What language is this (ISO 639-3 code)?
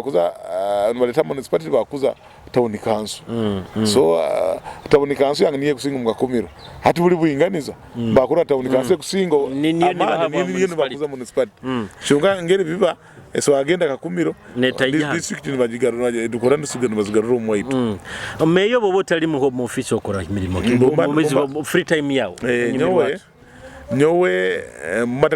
nyo